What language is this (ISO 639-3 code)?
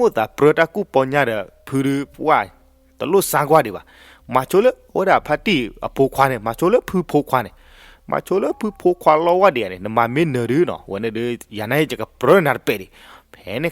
ksw